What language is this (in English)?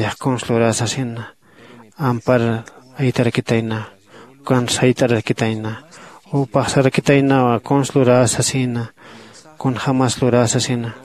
Aymara